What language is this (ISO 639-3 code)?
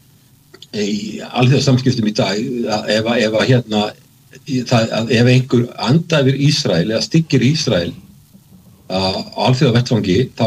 isl